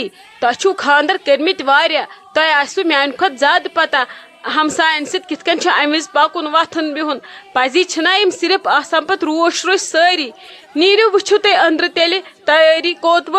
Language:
Kashmiri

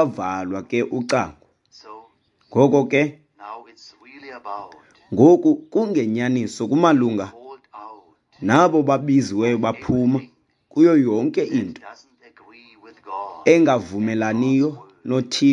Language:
Xhosa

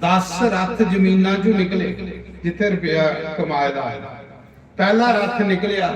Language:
Dogri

